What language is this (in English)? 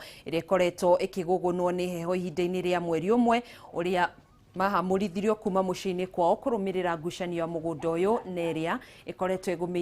Kikuyu